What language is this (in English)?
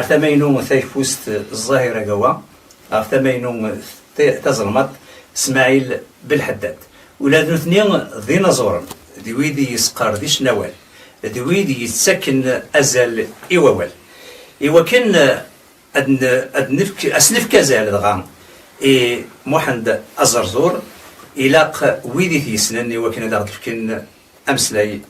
Kabyle